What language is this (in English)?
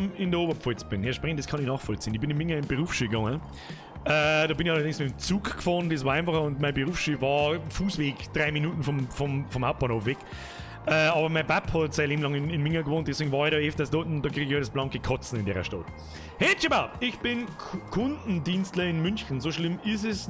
Bavarian